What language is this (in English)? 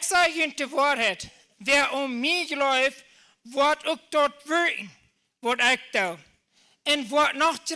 Plautdietsch